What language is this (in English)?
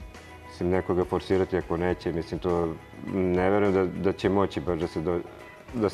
Serbian